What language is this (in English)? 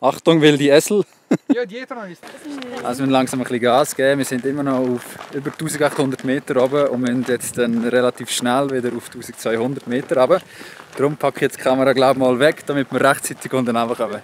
Swiss German